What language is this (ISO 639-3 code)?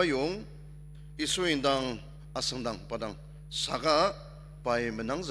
njo